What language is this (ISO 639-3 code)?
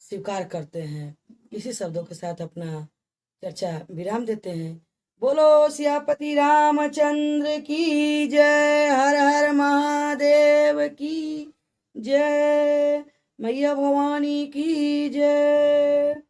bho